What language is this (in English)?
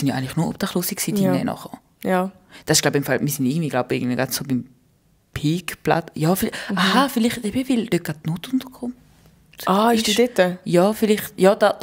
Swiss German